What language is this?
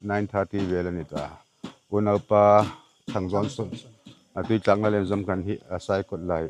Hmar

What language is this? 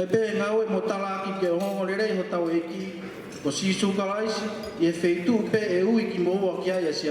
Tongan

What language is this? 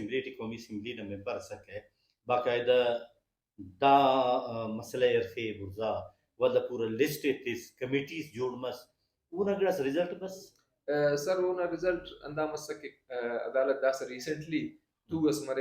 Brahui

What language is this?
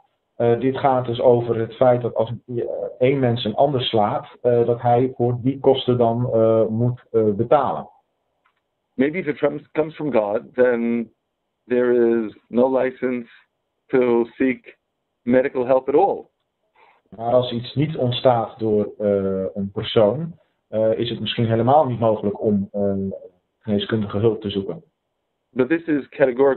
Dutch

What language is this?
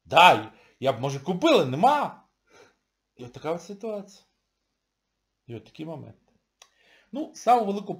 Ukrainian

